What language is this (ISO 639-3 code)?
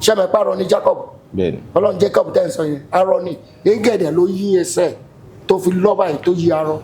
yor